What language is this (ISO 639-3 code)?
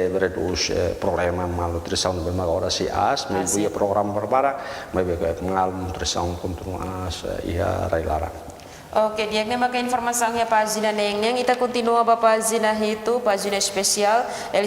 tet